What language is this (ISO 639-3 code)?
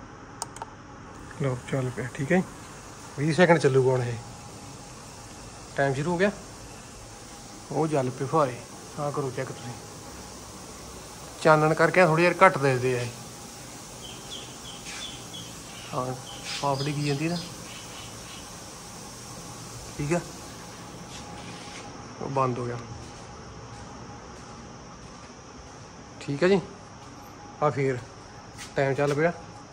pan